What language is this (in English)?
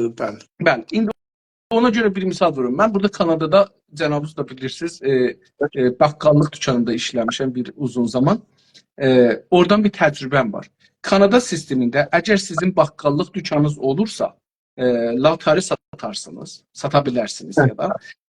South Azerbaijani